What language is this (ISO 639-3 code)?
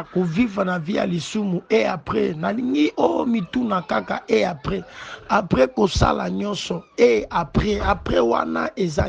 lin